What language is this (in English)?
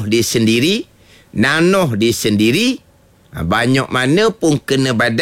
Malay